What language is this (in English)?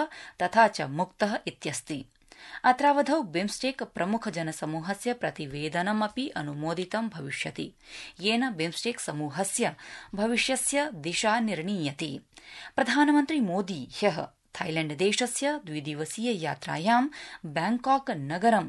Sanskrit